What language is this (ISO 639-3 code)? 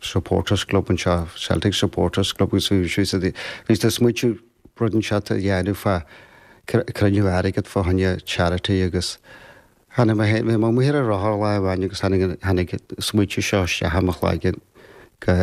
gle